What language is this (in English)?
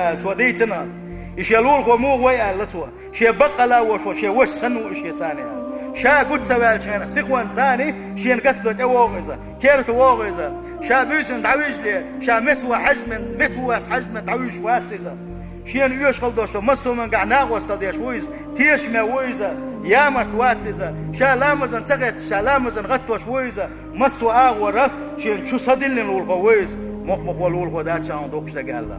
Chechen